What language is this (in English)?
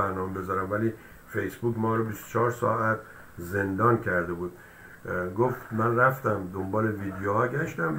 Persian